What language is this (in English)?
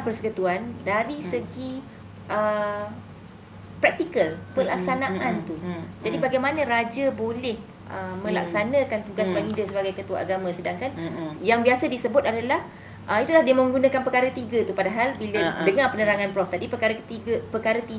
Malay